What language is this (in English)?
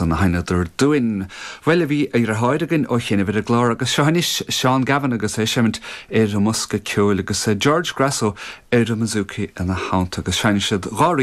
Irish